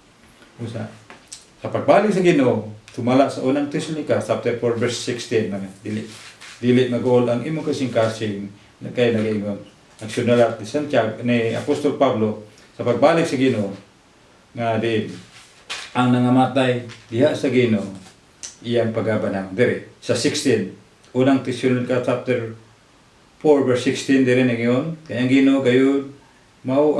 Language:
Cebuano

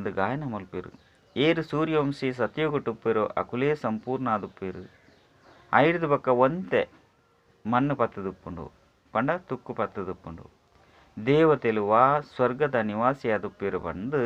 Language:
Tulu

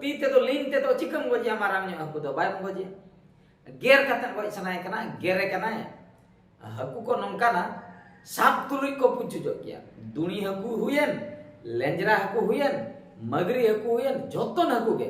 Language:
Santali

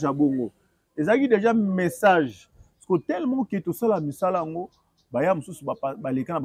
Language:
Lingala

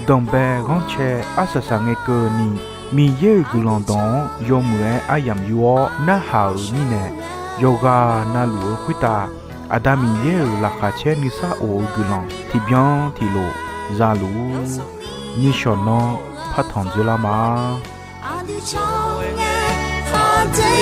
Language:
Akha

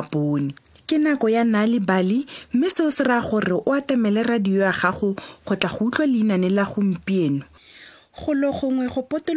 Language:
Tswana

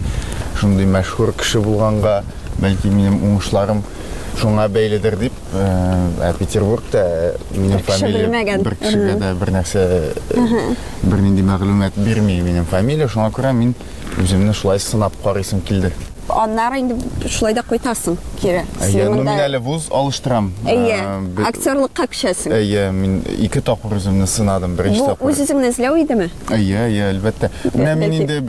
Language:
Tatar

